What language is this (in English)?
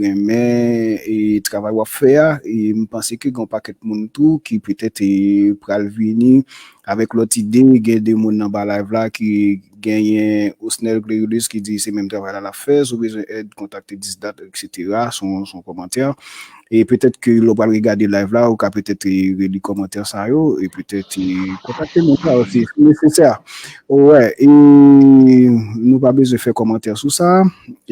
Haitian Creole